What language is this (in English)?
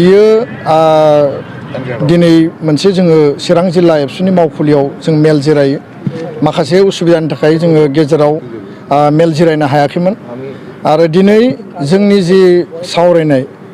Bodo